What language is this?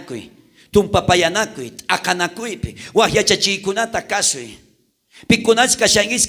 South Bolivian Quechua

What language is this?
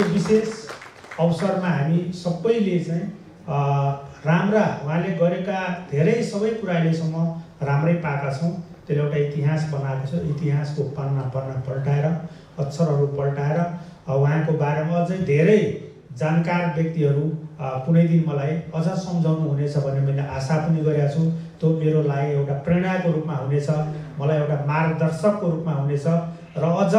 Nepali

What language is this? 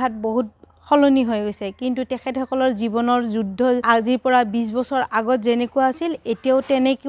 Assamese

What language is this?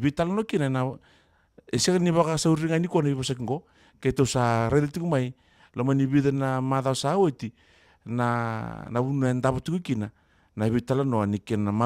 Fijian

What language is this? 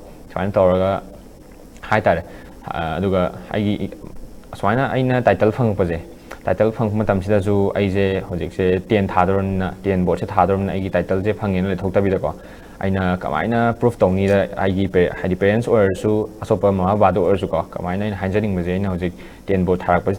Manipuri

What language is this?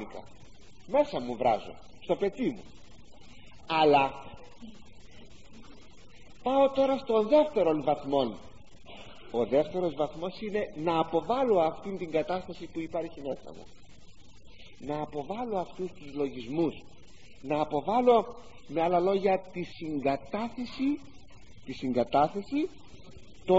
Greek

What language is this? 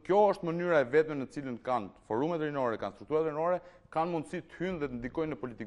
Albanian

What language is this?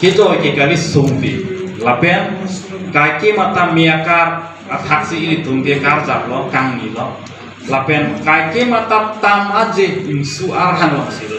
Karbi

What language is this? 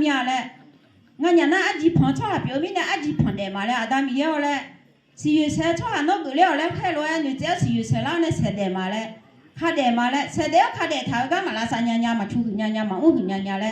Akha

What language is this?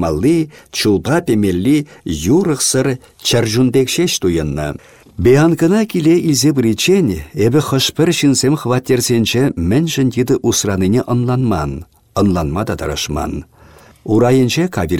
Chuvash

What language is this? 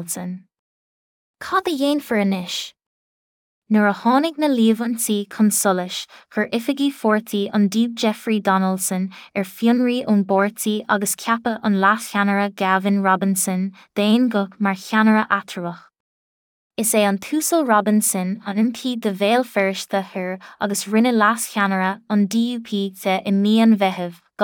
Irish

